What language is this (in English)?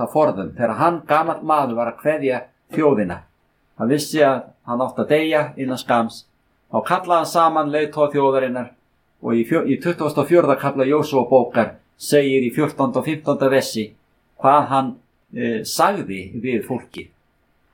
Icelandic